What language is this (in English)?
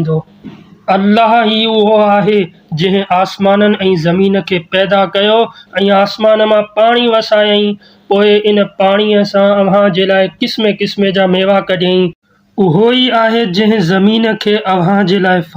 Sindhi